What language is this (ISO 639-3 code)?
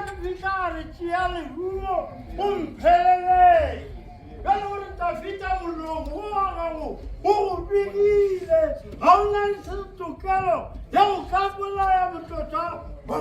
nso